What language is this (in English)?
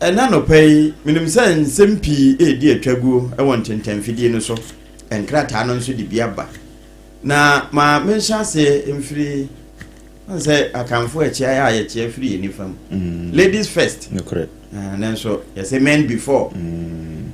Akan